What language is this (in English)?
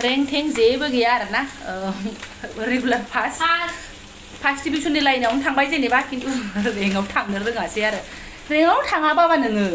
Bodo